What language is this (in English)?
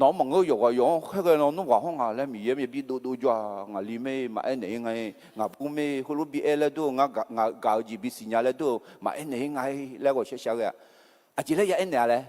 Akha